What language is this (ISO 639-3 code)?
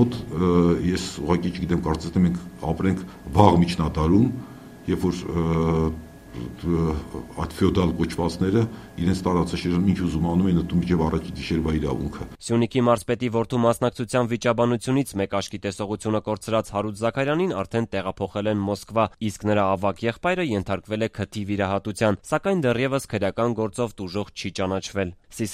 hye